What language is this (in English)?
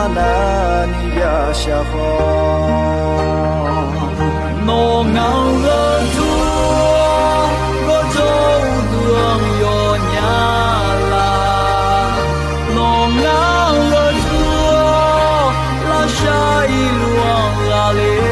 Akha